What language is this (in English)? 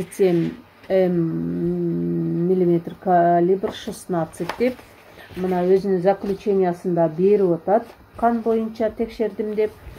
Kyrgyz